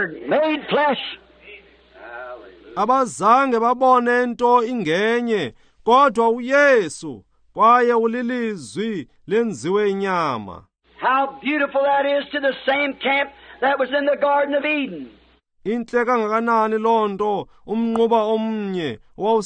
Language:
Xhosa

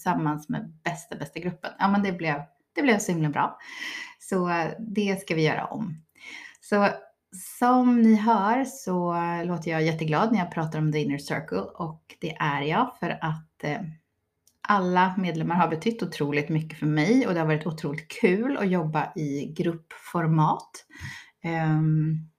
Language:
Swedish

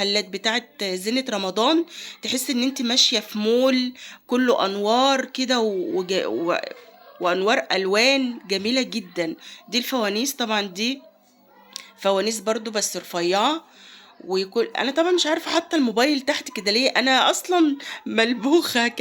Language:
Egyptian Arabic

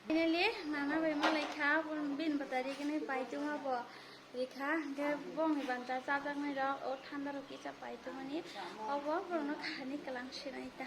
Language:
Kok Borok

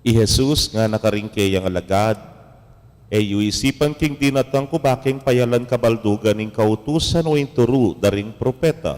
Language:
Pampanga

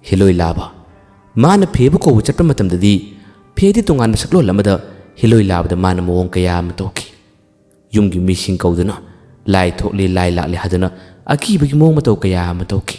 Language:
Manipuri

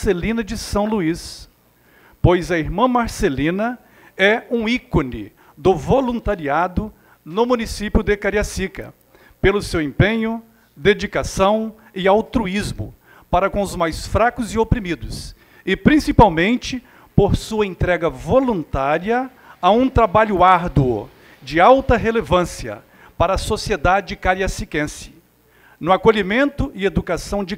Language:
Portuguese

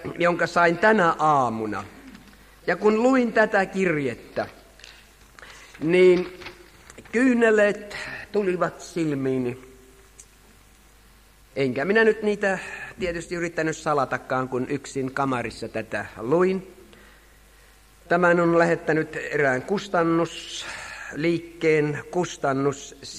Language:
Finnish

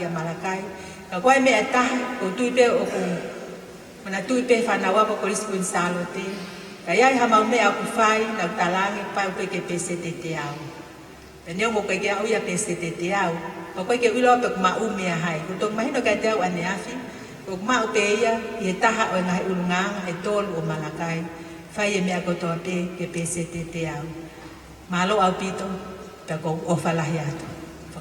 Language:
Tongan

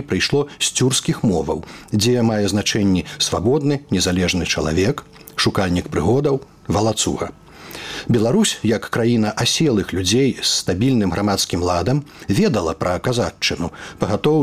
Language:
Belarusian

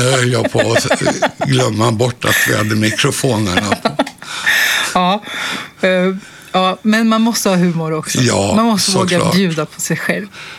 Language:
Swedish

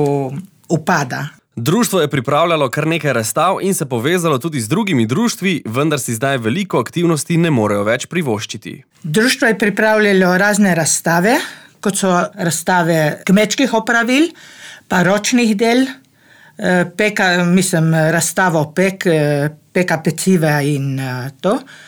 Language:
Slovenian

